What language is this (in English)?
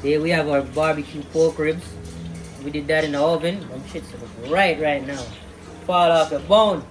Jamaican Creole English